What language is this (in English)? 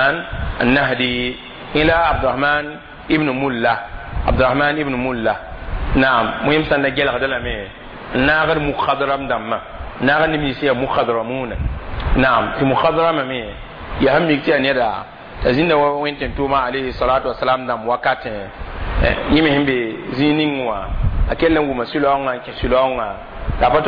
Mossi